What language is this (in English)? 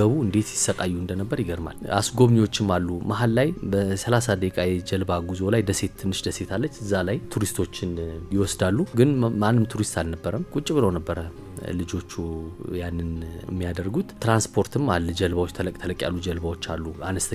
Amharic